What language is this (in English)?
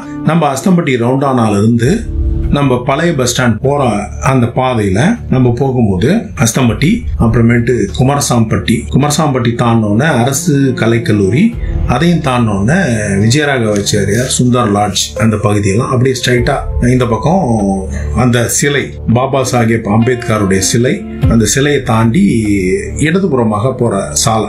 Tamil